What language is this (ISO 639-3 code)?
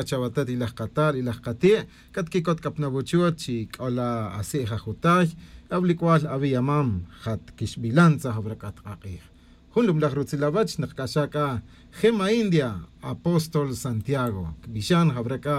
cak